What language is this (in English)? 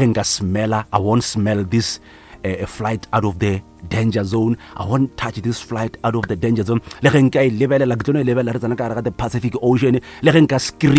Northern Sotho